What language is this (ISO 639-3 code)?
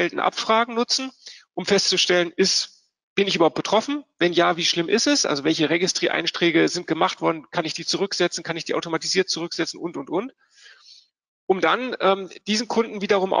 deu